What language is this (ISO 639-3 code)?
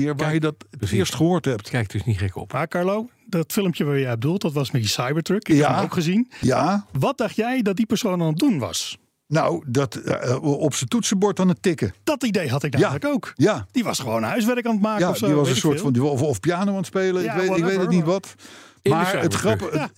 nld